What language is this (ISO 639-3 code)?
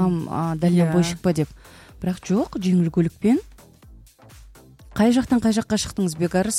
kaz